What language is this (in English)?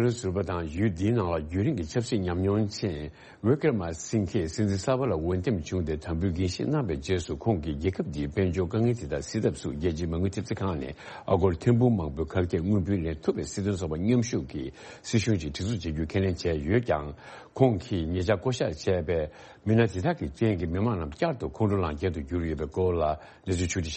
Tibetan